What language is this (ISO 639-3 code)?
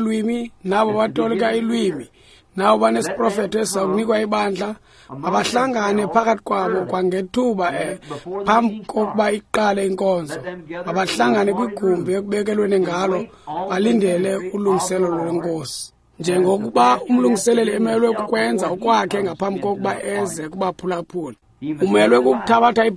xho